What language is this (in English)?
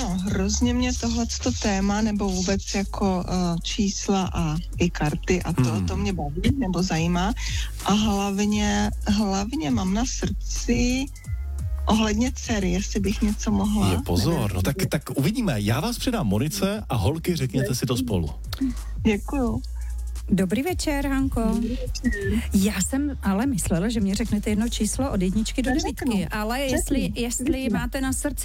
Czech